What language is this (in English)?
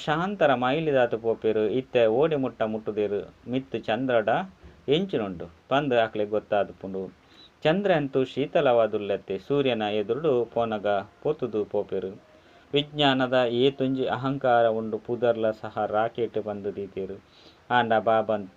Tulu